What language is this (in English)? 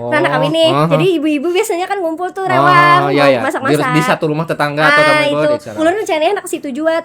Banjar